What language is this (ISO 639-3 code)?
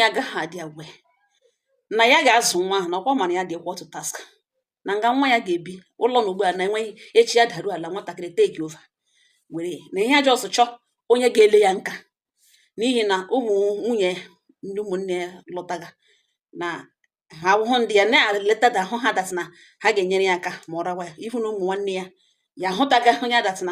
ibo